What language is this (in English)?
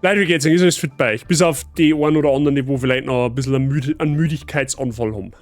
Bavarian